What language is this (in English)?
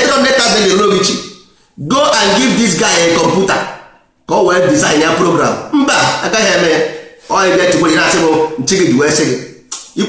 Igbo